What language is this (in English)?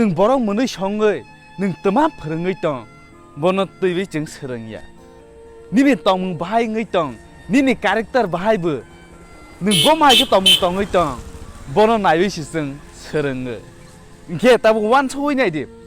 Kok Borok